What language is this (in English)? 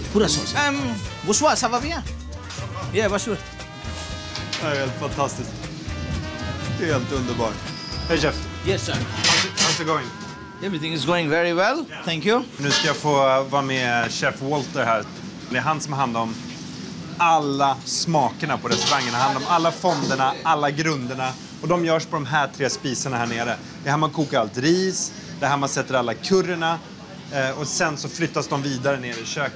Swedish